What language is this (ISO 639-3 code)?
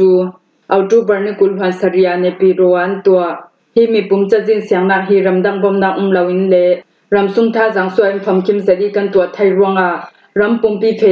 cfm